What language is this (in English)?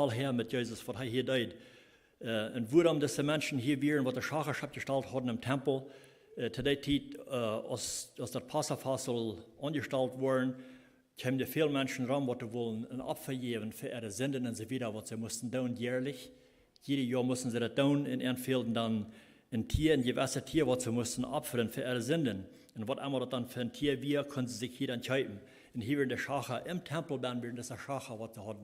Plautdietsch